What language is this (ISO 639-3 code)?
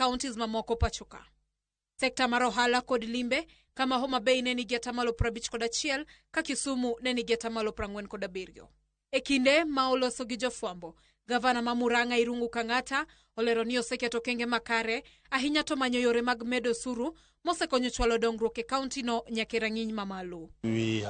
luo